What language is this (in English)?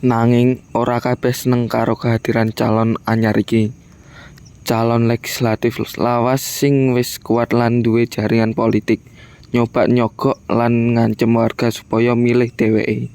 Javanese